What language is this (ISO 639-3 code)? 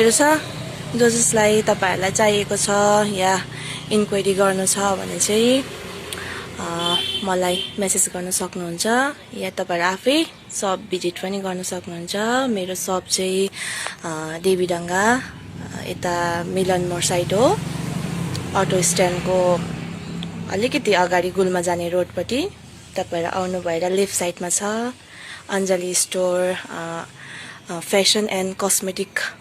nep